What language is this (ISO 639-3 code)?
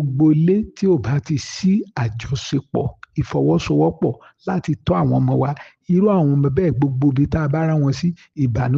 yor